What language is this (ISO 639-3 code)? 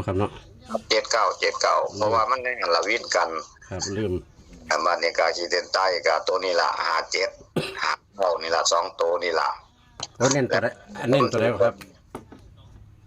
tts